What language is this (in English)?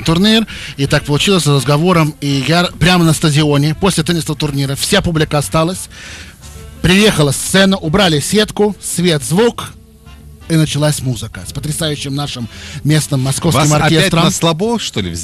Russian